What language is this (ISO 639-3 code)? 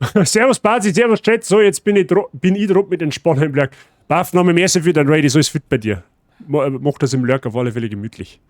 bar